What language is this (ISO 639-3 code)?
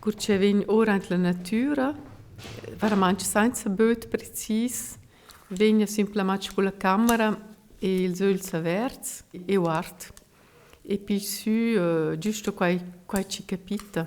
roh